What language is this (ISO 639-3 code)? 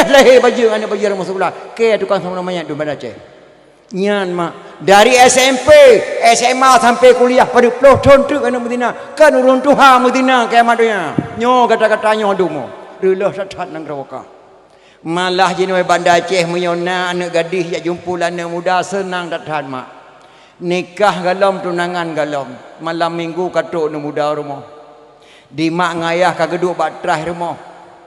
ace